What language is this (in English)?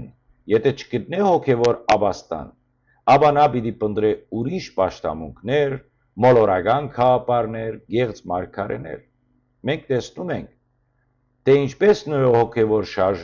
Western Armenian